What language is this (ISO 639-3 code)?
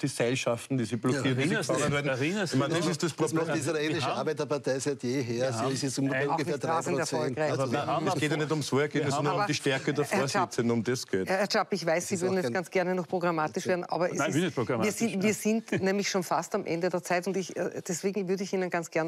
deu